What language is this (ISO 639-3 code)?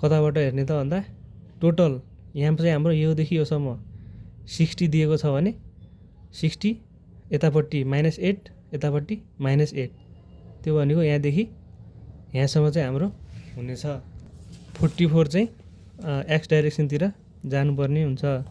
nep